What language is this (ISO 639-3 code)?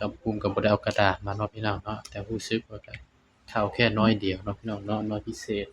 tts